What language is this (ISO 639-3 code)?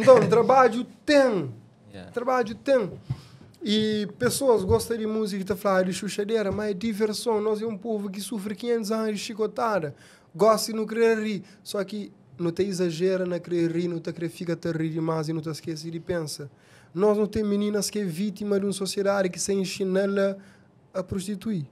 kea